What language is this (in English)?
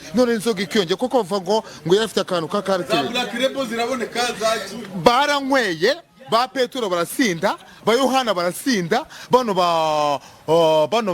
Kinyarwanda